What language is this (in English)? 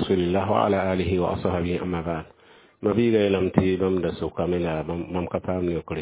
Mossi